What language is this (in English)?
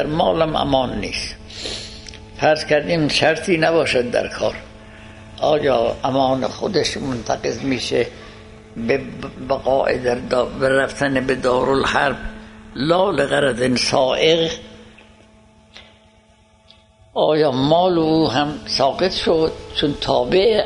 Persian